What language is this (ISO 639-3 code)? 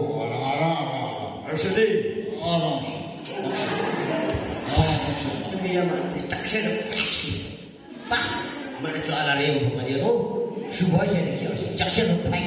yim